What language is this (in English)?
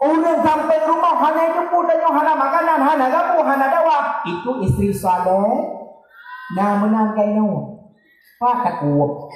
Achinese